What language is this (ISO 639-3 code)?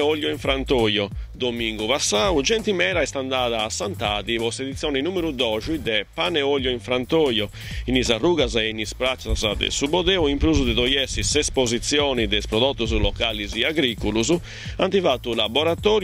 srd